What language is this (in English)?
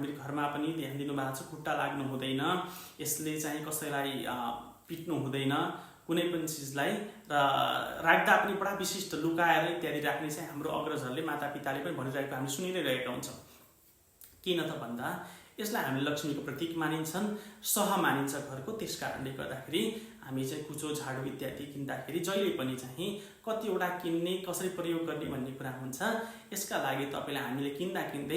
Nepali